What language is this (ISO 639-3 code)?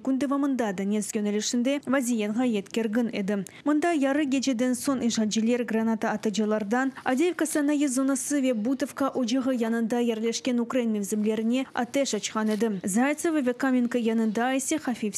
crh